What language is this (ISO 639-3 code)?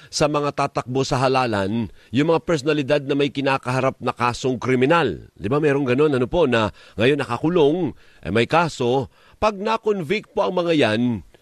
fil